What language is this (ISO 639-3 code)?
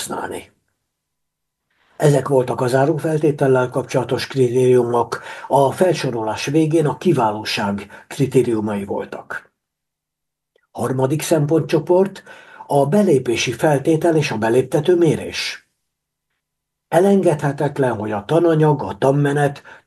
hun